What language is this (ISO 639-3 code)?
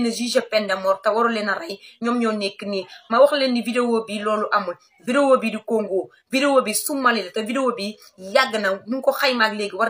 wol